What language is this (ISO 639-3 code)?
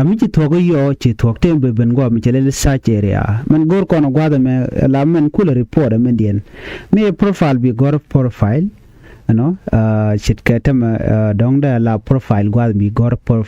nus